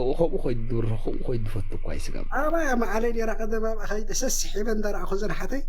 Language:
Tigrinya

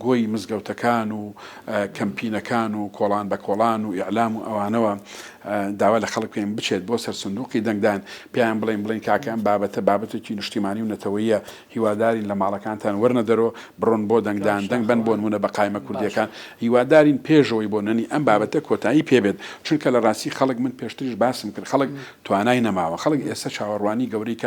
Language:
Central Kurdish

